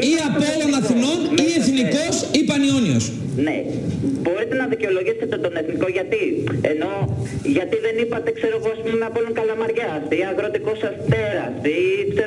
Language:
Greek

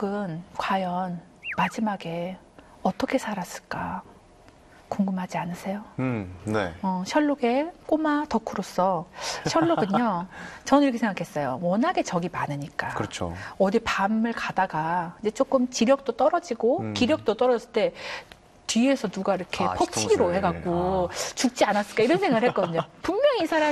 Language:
Korean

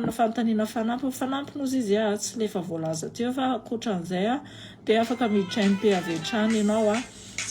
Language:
Malagasy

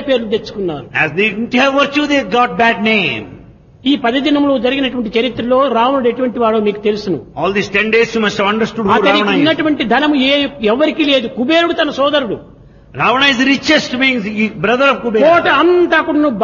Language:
Telugu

